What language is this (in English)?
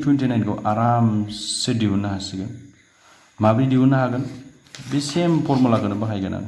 Bodo